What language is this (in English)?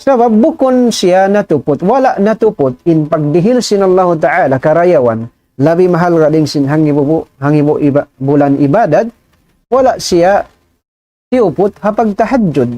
Tausug